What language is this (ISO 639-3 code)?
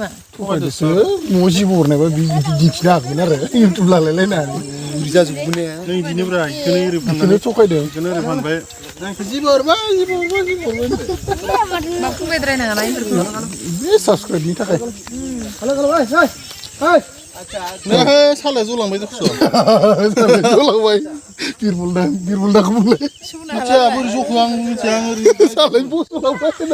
brx